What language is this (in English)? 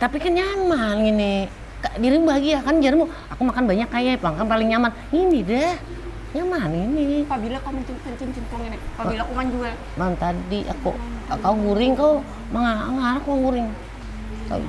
Banjar